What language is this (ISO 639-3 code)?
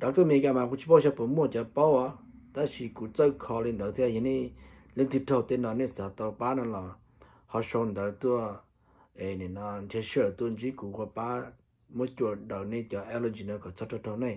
hmn